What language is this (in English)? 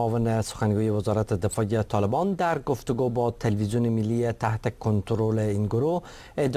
Persian